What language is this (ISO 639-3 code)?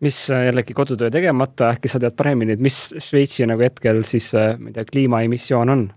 est